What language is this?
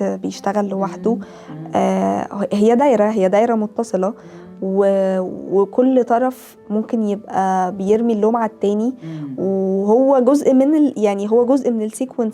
Egyptian Arabic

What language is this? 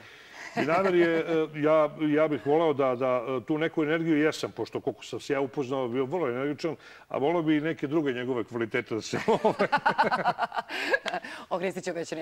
Serbian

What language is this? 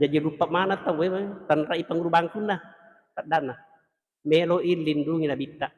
Buginese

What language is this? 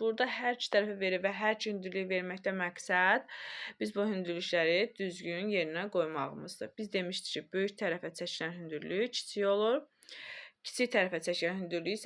Azerbaijani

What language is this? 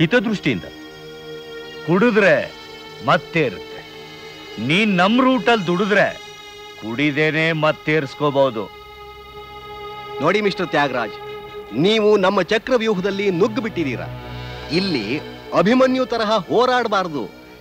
Kannada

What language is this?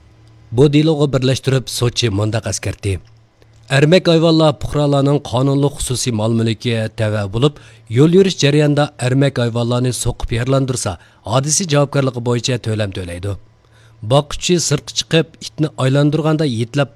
Uyghur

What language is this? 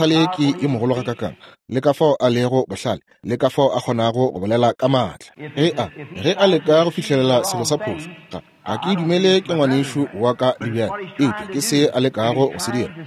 Northern Sotho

